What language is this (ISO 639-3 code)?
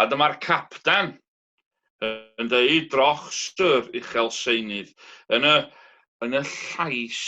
cym